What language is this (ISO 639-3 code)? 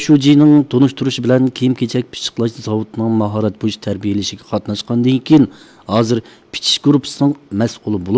uig